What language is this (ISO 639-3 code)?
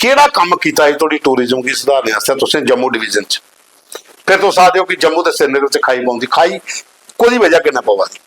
doi